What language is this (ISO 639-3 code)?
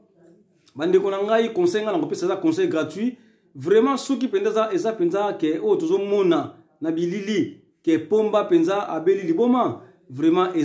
lin